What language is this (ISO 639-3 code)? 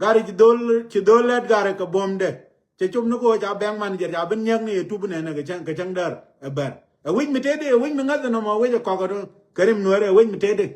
nus